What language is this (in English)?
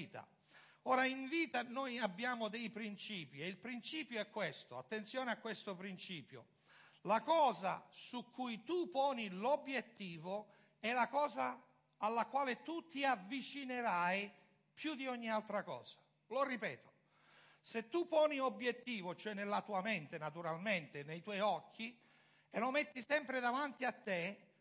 Italian